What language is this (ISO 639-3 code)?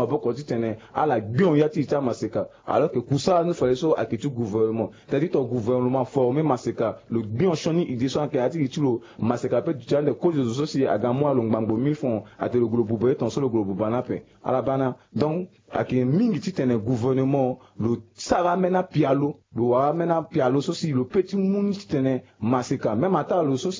sag